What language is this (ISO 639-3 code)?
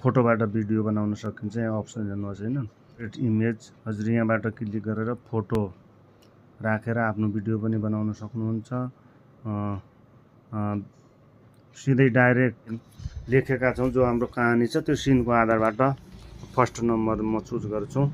nep